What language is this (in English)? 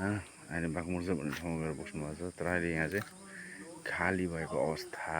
Nepali